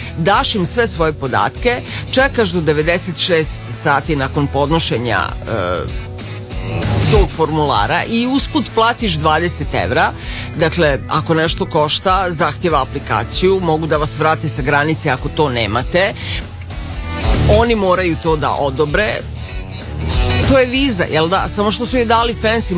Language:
Serbian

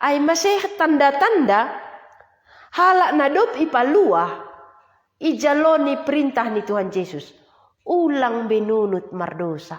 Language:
Batak Simalungun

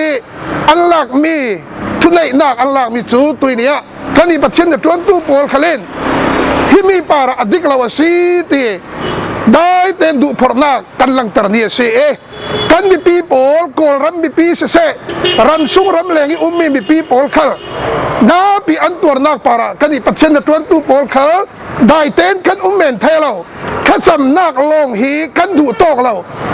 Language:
Falam Chin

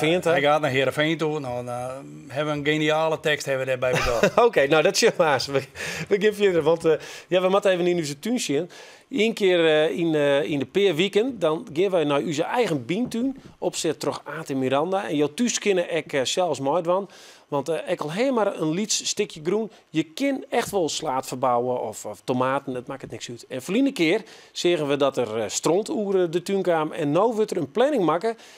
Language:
Western Frisian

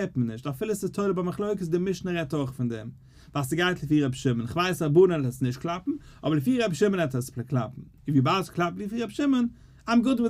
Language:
Yiddish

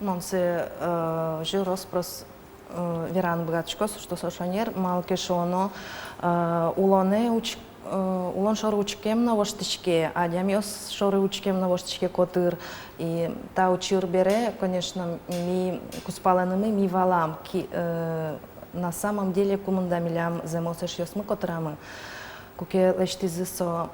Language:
Udmurt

